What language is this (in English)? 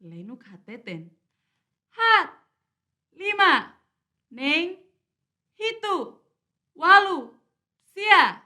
Tetum